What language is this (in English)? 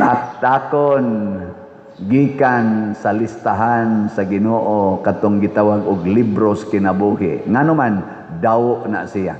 Cebuano